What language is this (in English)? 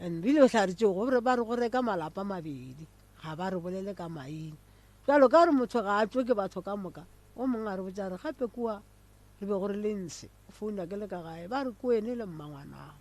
Northern Sotho